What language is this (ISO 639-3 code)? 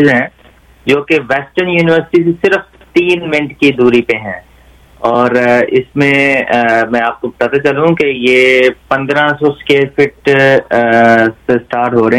hin